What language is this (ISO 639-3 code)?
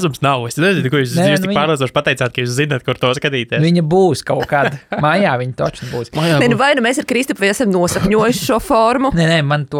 lav